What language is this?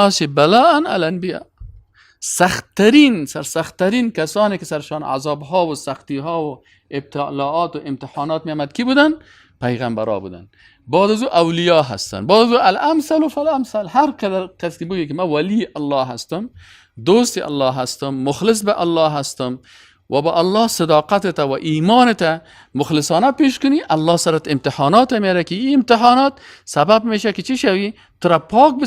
Persian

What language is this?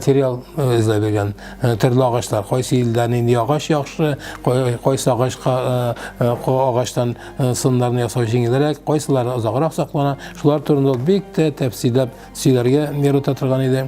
Tatar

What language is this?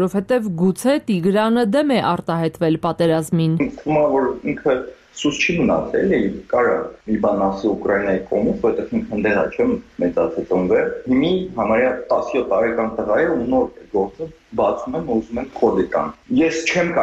Armenian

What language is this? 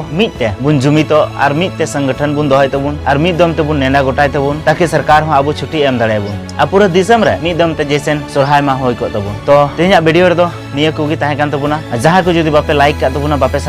Santali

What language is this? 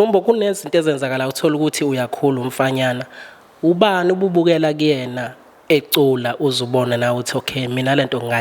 Zulu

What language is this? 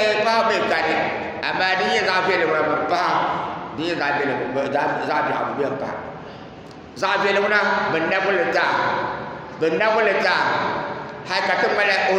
Dagbani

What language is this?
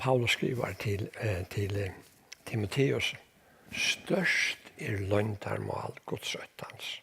Faroese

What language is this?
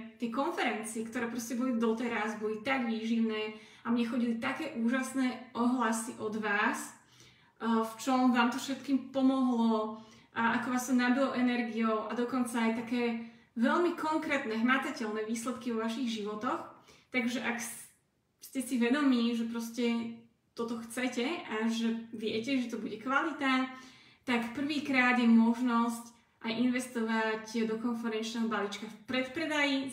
Slovak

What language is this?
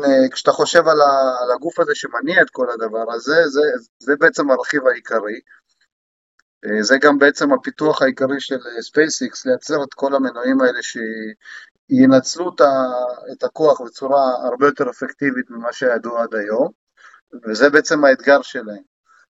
Hebrew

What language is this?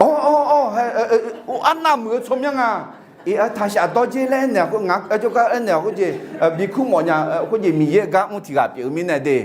Akha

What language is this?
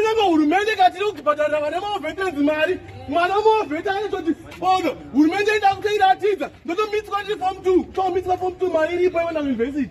Shona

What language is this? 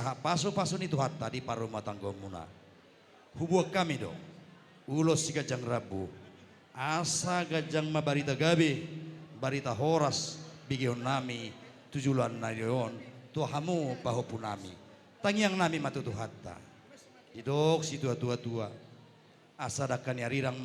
Batak Toba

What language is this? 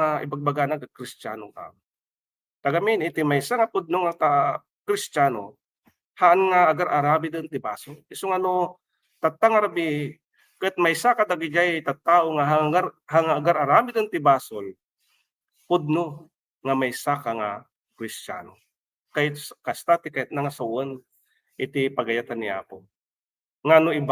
Iloko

